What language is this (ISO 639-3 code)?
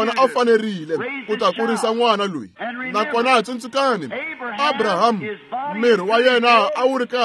tso